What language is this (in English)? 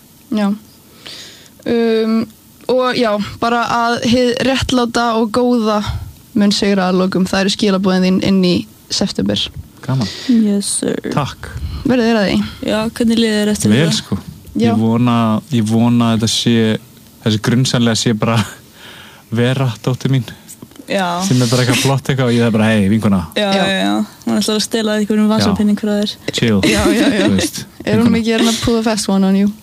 Icelandic